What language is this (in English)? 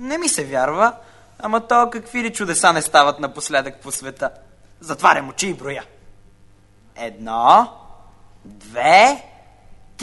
Bulgarian